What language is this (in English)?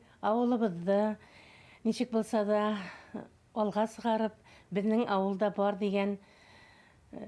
Bashkir